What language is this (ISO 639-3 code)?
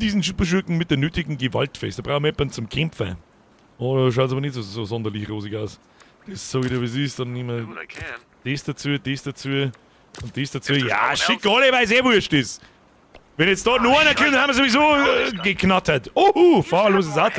bar